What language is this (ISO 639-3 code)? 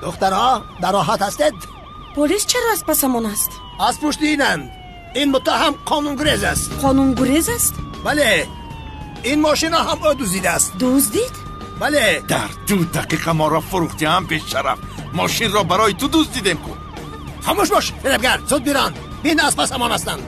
tgk